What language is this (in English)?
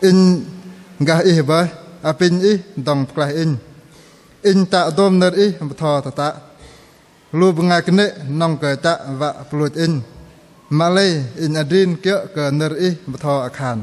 Bahnar